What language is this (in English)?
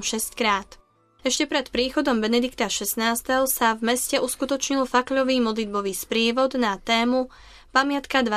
Slovak